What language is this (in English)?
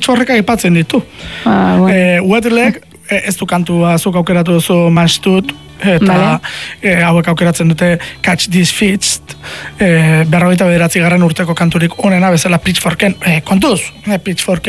Basque